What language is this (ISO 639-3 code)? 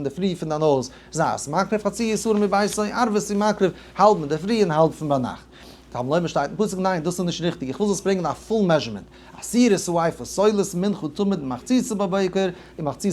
yid